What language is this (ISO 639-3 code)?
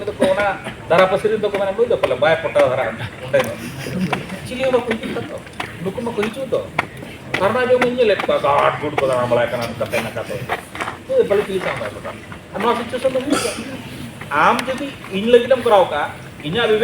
sat